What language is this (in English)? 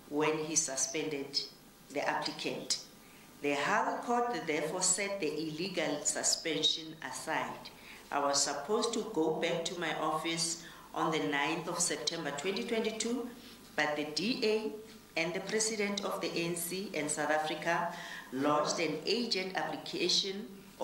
English